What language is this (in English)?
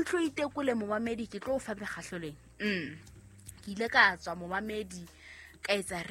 Southern Sotho